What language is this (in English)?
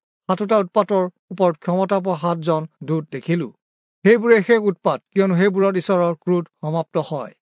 Assamese